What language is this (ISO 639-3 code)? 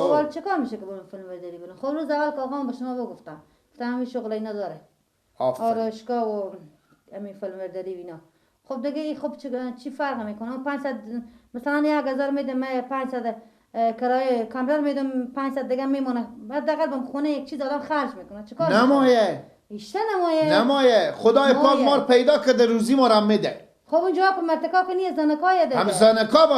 fas